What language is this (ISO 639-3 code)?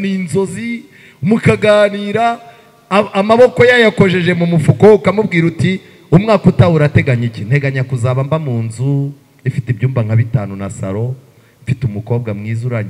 kin